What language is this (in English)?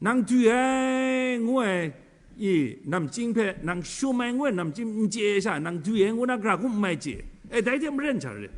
Kachin